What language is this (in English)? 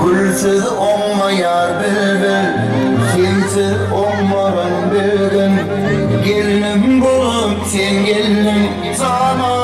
Turkmen